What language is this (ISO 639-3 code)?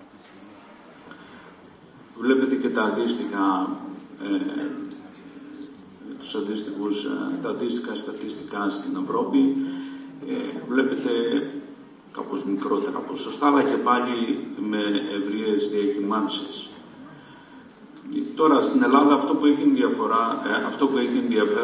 ell